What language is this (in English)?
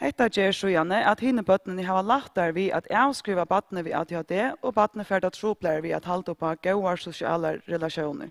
Faroese